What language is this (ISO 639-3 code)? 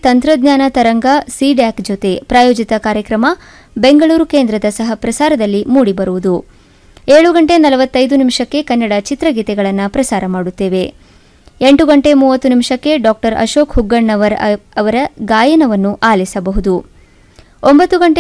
kan